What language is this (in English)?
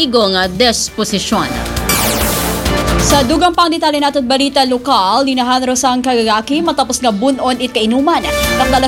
Aklanon